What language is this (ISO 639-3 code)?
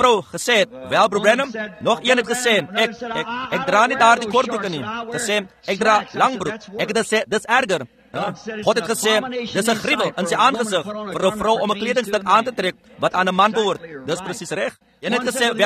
afr